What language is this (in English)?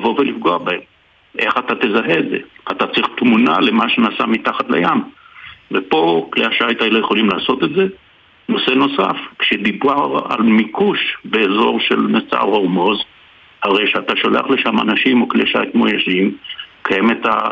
Hebrew